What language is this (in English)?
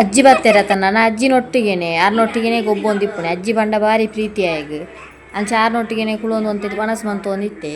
Tulu